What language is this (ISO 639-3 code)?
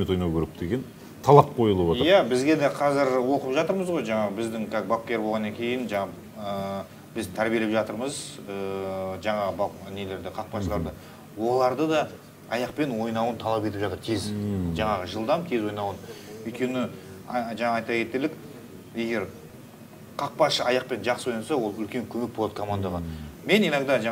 kaz